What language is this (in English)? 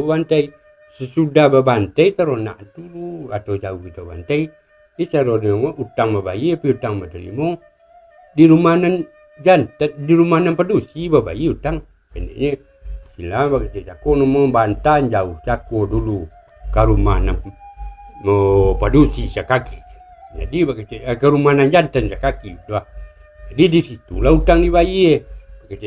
Minangkabau